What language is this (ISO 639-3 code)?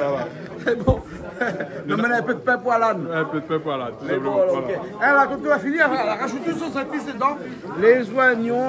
rcf